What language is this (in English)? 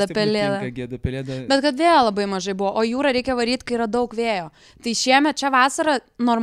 Lithuanian